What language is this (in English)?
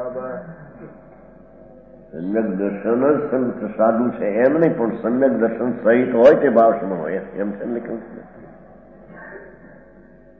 Gujarati